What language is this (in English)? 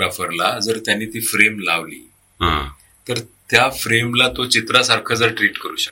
Marathi